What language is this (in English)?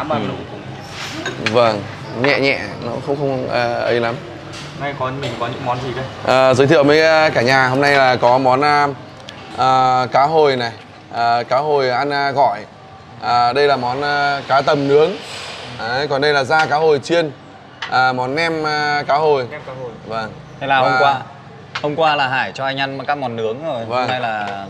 Vietnamese